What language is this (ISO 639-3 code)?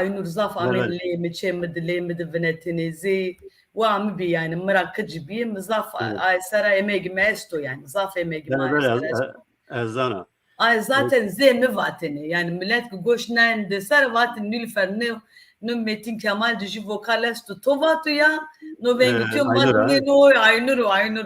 zza